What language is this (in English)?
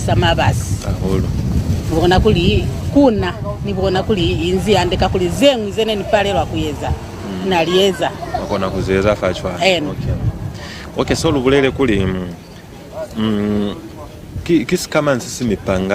Lozi